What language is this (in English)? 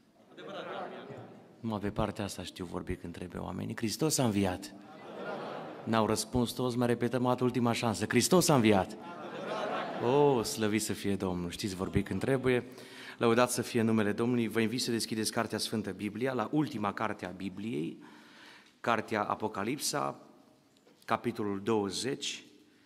Romanian